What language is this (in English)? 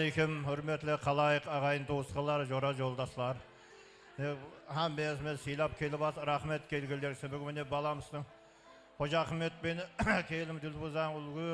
Kara-Kalpak